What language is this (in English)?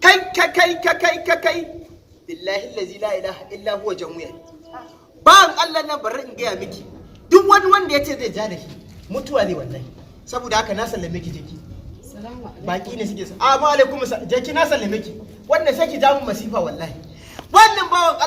Hausa